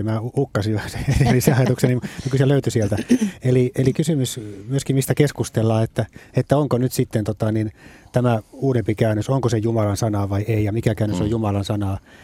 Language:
Finnish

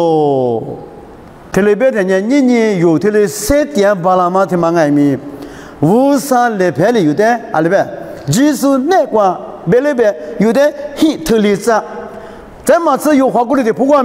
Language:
Lisu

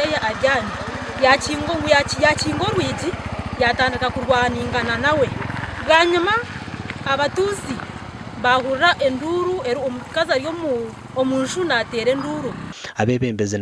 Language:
Nyankole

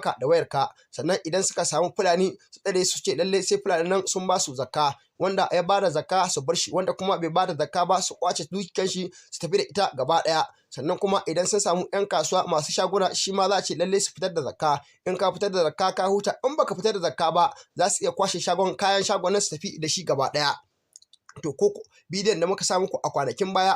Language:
Hausa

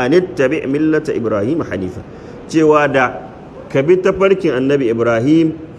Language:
Hausa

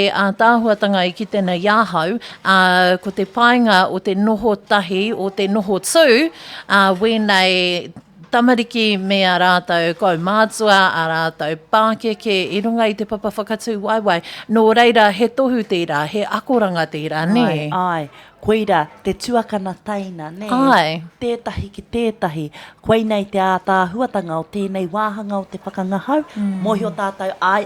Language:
Māori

